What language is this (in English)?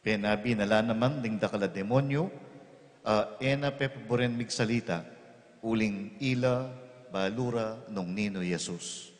Pampanga